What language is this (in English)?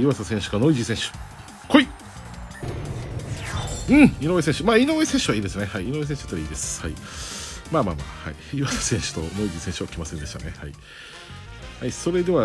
Japanese